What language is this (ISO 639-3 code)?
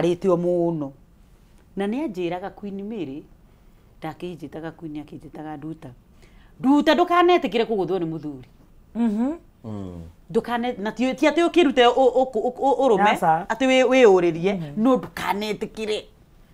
kik